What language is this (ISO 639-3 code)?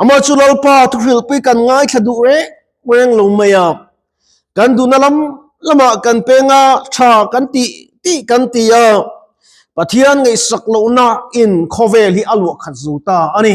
lus